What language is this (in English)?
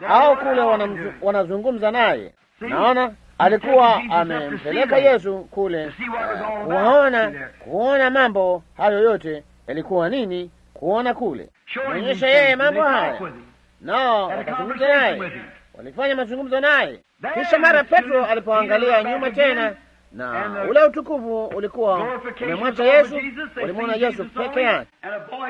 Swahili